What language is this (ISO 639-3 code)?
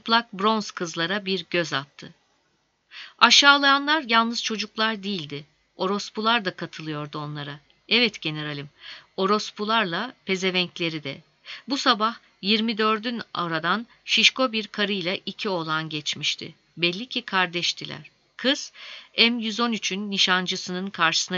tur